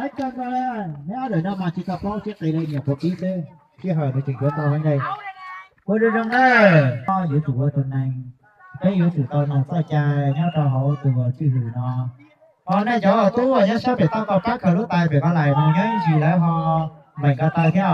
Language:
Hmong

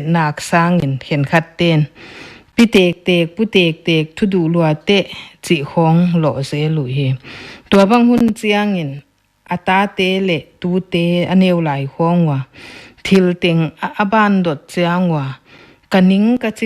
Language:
Paite Chin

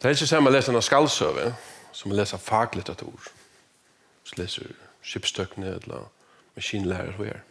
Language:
Faroese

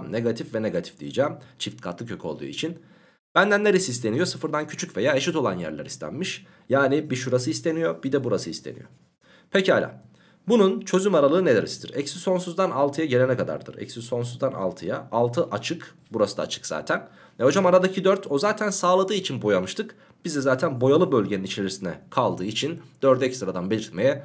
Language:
Turkish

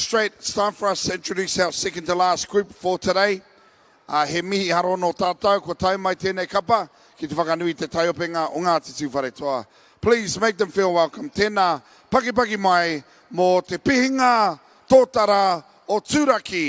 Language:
Māori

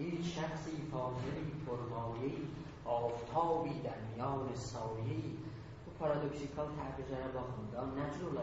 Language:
South Azerbaijani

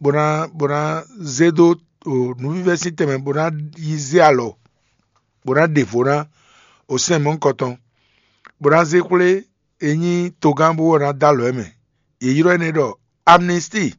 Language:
Fon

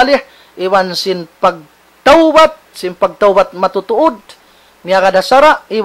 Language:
Tausug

